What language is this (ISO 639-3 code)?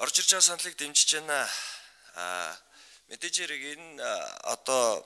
mon